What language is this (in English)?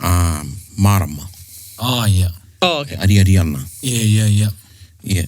Māori